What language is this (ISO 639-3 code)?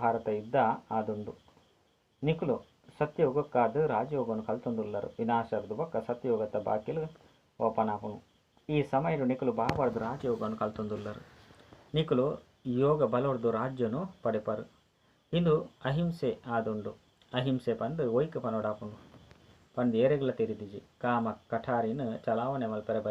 tcy